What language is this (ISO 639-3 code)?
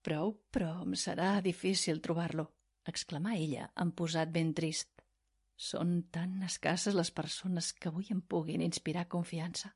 cat